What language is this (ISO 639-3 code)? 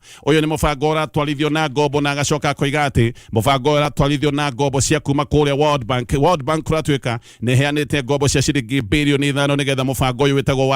kik